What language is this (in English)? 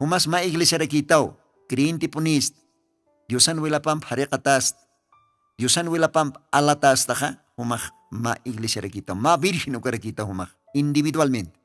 Aymara